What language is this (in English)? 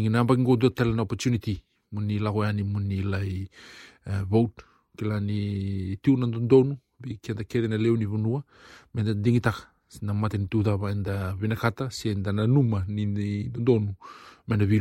Fijian